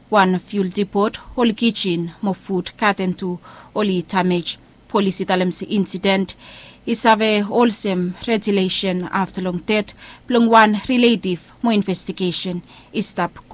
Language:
Bislama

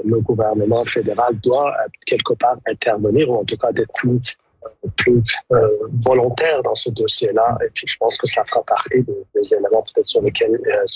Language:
French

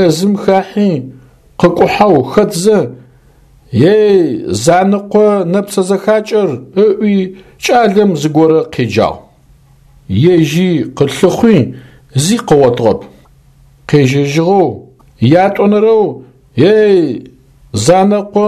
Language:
Adyghe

